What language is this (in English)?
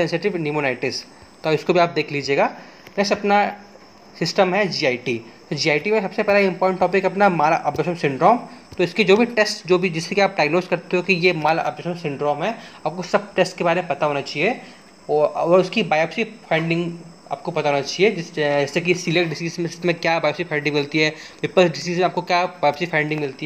Hindi